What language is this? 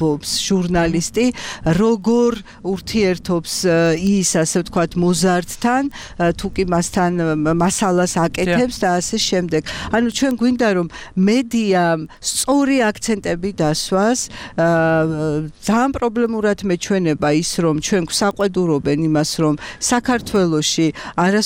Georgian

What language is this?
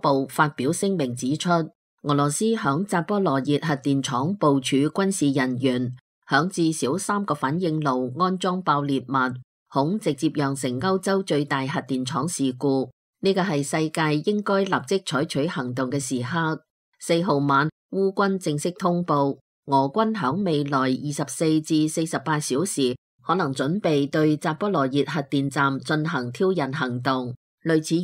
Cantonese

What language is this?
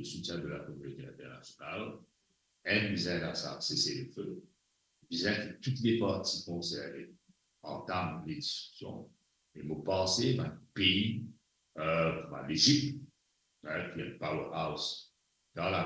Morisyen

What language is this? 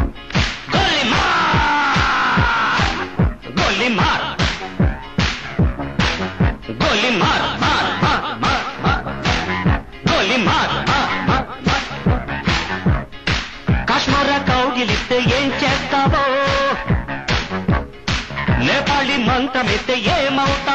Telugu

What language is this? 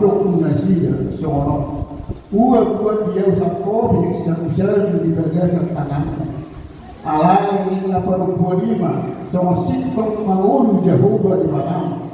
Batak Toba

